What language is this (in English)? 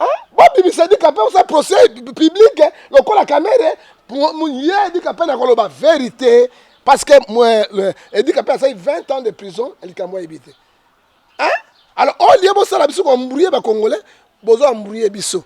Lingala